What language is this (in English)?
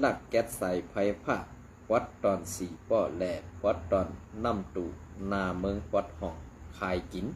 Shan